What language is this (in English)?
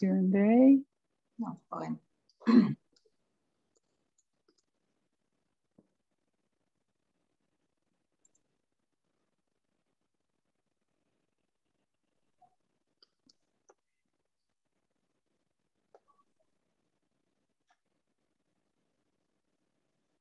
Hebrew